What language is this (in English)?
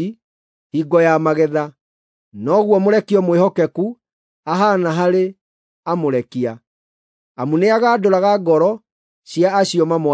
Kikuyu